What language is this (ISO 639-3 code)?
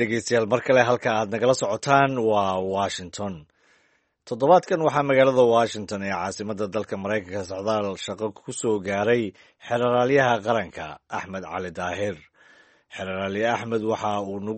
som